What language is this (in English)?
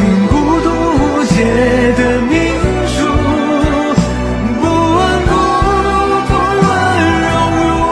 Chinese